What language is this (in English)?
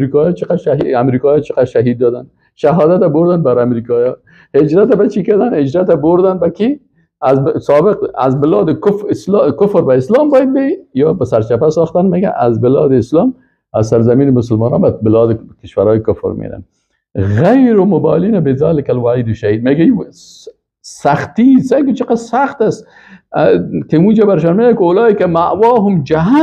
Persian